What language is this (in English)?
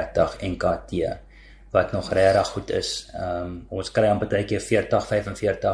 Afrikaans